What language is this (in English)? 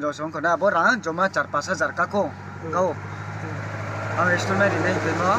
Riang (India)